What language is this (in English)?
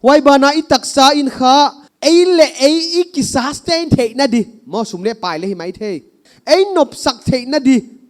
Paite Chin